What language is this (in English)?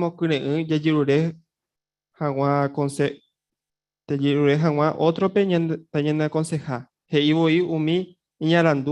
Guarani